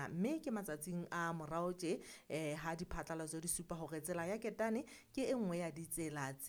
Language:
Southern Sotho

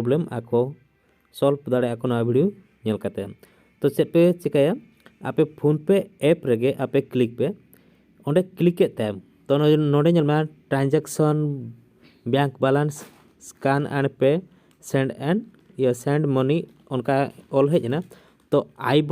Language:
Santali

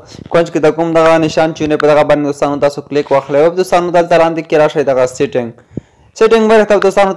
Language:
Pashto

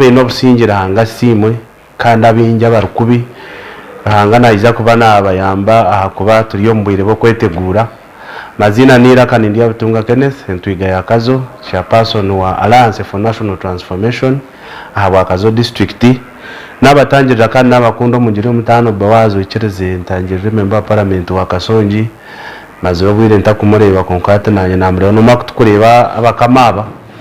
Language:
Nyankole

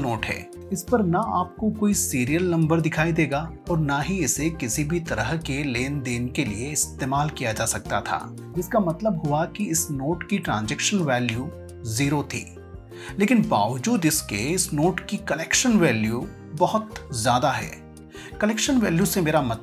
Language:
Hindi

